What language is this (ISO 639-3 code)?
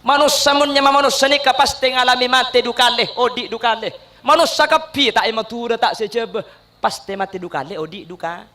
mad